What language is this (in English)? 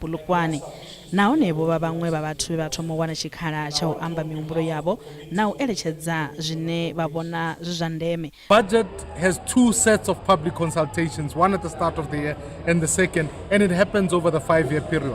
Venda